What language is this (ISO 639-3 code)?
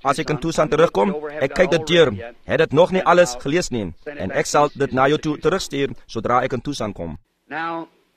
afr